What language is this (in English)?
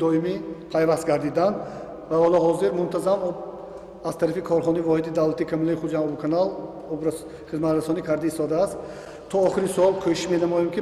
Tajik